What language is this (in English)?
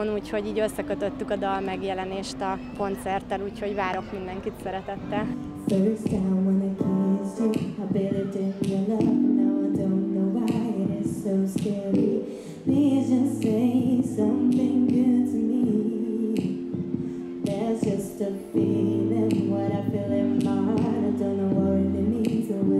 Hungarian